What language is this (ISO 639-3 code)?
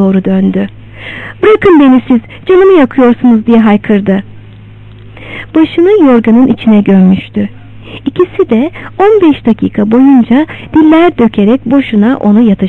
tur